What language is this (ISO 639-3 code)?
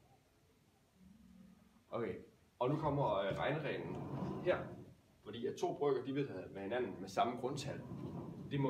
dan